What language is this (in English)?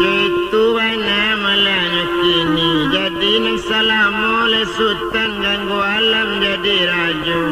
Minangkabau